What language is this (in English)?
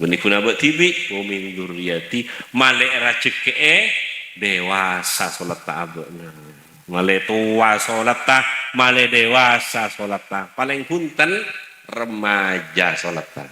Madurese